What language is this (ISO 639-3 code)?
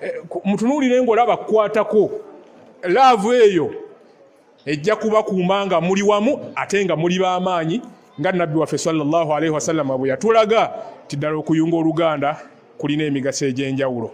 lug